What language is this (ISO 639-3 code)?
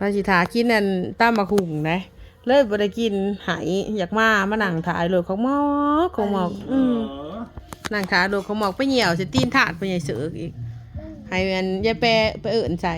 tts